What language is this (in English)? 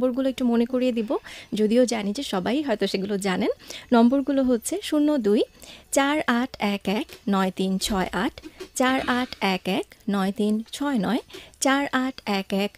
Bangla